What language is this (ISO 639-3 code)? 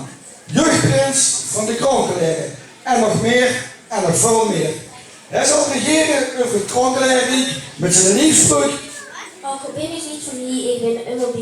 lim